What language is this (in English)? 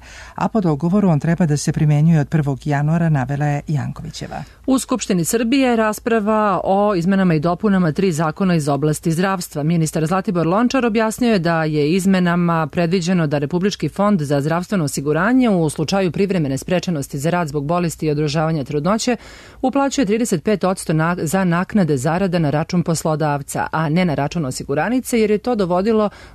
Serbian